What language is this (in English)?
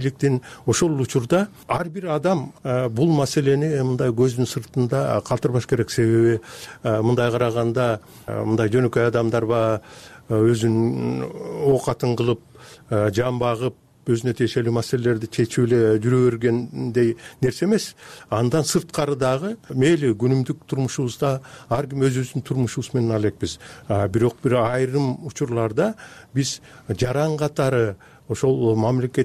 Kyrgyz